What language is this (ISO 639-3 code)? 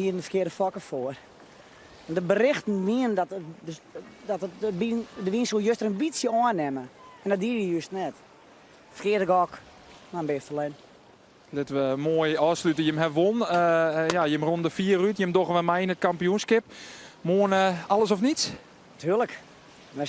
fry